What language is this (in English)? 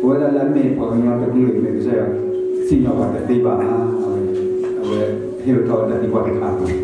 S'gaw Karen